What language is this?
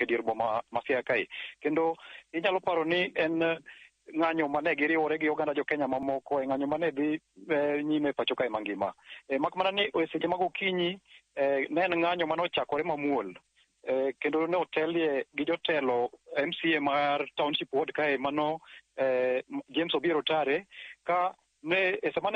Luo (Kenya and Tanzania)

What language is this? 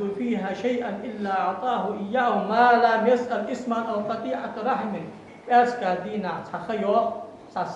Ingush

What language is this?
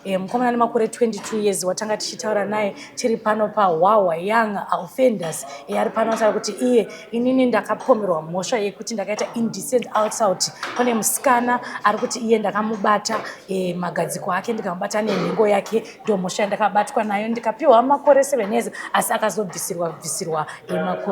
Shona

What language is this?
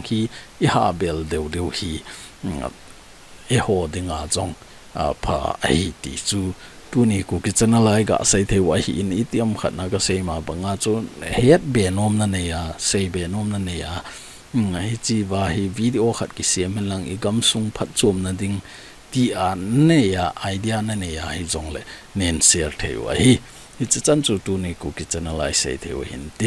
Thado Chin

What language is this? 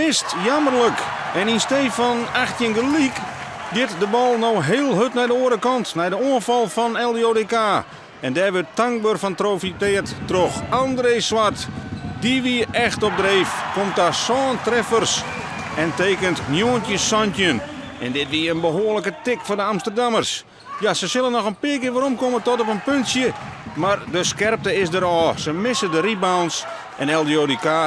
Western Frisian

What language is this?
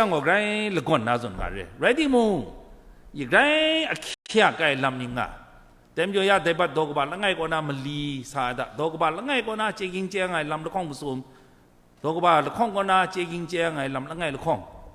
Kachin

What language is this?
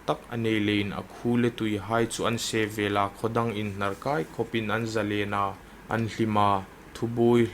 Hmar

